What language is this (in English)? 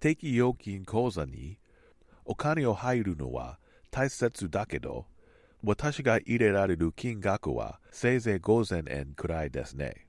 Japanese